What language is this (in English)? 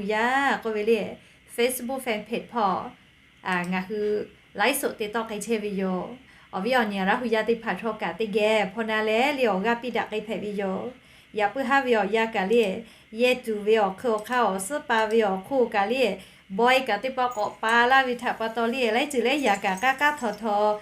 Lahu